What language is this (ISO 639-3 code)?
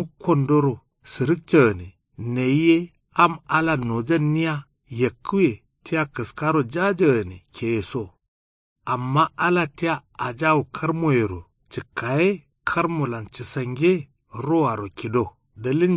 kau